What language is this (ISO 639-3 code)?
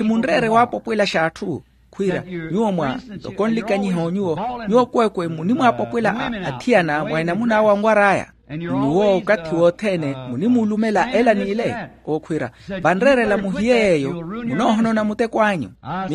vmw